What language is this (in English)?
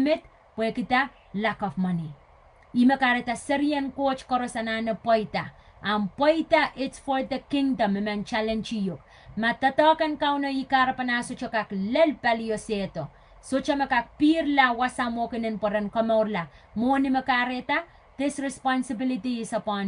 Pohnpeian